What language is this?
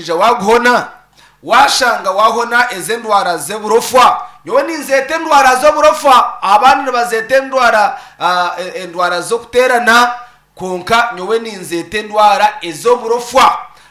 Nyankole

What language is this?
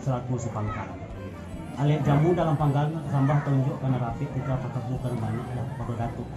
Minangkabau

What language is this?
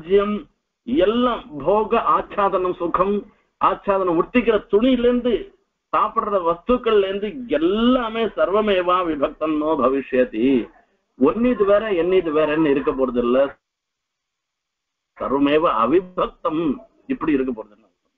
Tamil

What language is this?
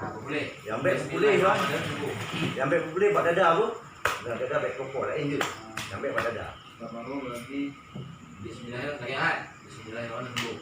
Achinese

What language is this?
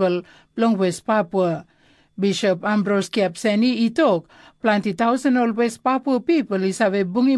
Tok Pisin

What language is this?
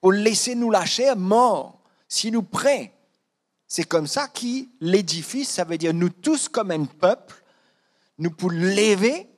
Morisyen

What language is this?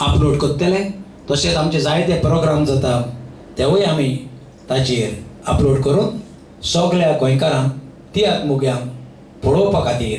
Konkani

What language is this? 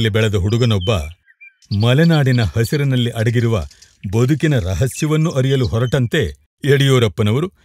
Kannada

